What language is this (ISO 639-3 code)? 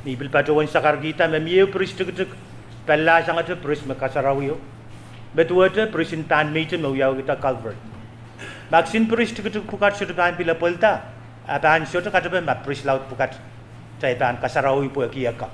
pon